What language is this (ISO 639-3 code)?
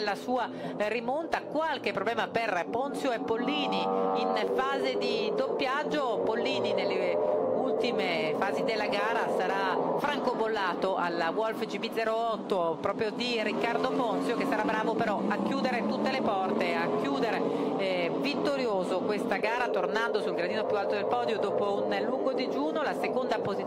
ita